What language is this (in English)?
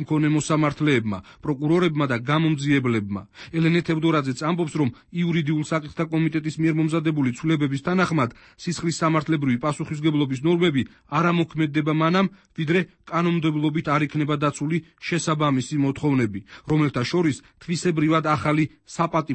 Georgian